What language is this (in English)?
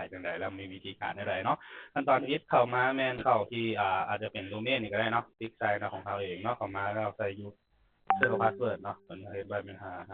Lao